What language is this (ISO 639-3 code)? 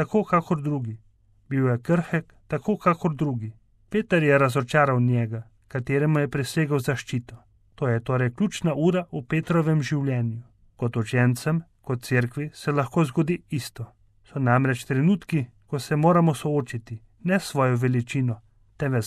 slv